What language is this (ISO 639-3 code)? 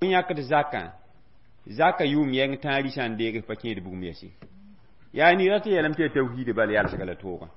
mos